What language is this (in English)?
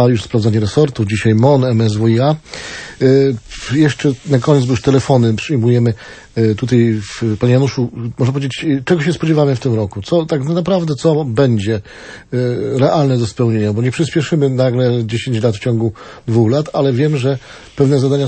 Polish